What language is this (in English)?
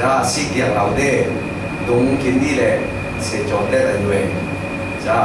Falam Chin